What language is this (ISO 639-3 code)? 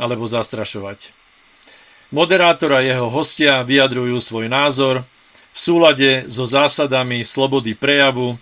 slk